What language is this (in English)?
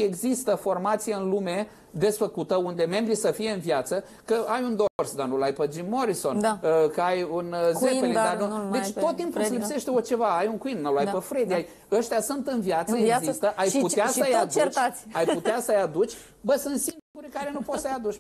Romanian